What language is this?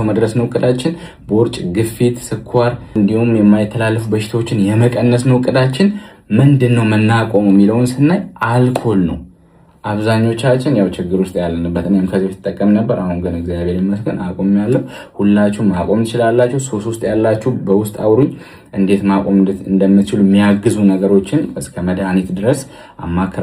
Amharic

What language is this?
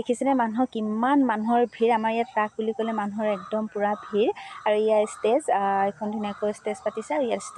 Assamese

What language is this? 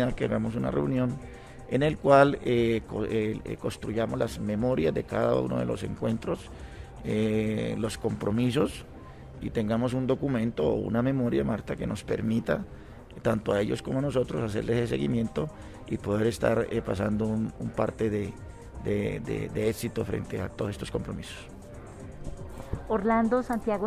Spanish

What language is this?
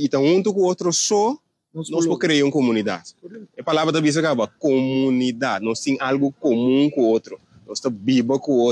Papiamento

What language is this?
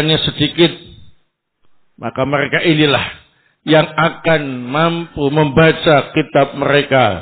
Indonesian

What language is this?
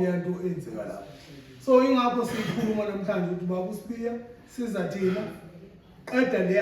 Zulu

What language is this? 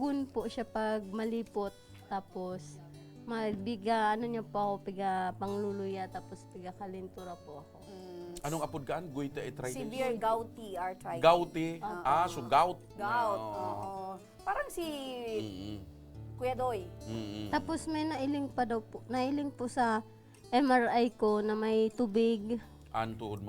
Bikol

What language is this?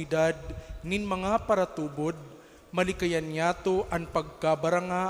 Bikol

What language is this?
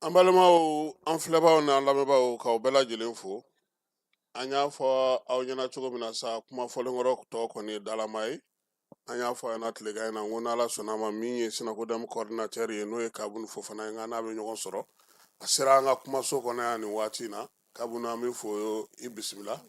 Bambara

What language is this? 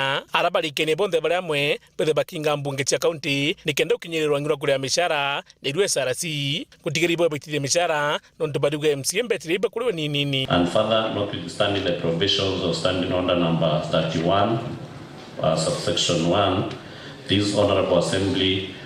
Meru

